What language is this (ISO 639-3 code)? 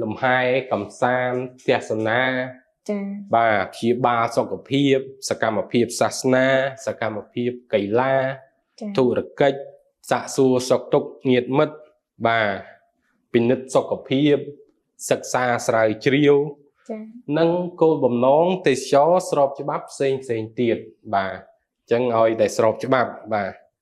khm